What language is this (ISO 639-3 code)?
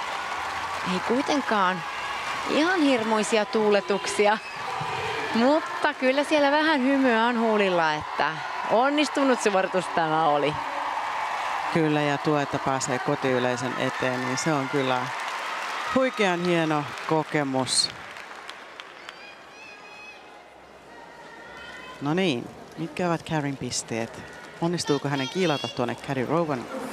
fin